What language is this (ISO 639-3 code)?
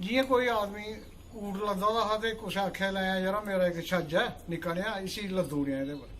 doi